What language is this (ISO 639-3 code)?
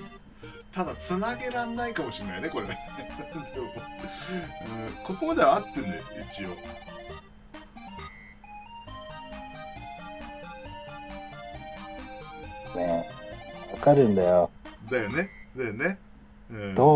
jpn